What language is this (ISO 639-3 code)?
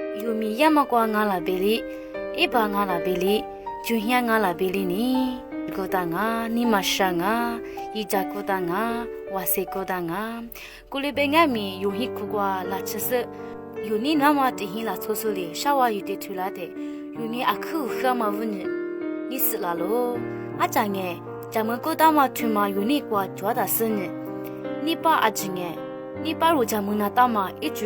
lis